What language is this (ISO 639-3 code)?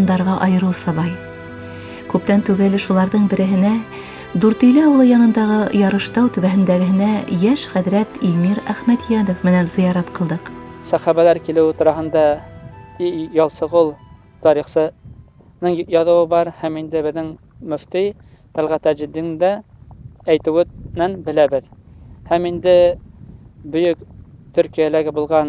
bak